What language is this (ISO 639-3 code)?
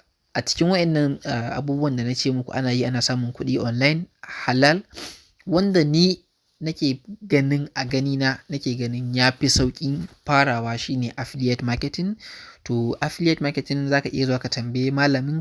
hau